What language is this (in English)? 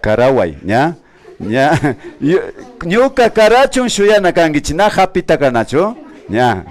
Imbabura Highland Quichua